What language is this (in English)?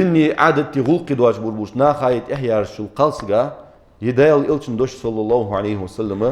Ingush